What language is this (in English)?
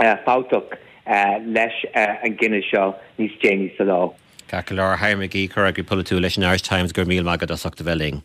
Irish